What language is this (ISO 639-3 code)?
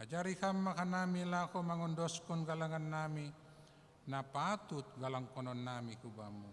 bts